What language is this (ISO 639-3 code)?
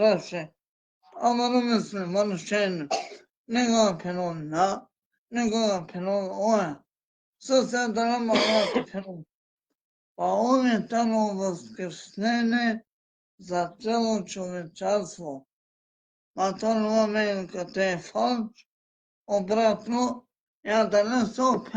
rmn